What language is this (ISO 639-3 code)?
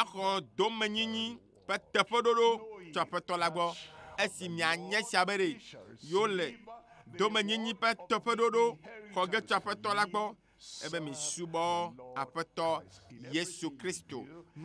ewe